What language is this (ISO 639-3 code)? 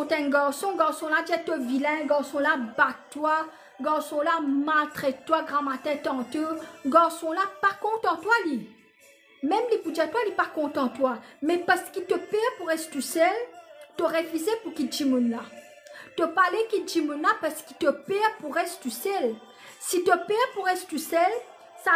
mfe